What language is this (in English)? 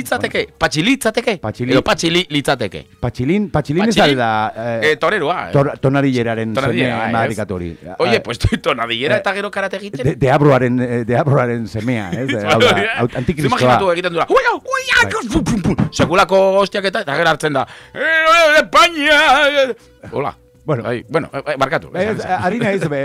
Basque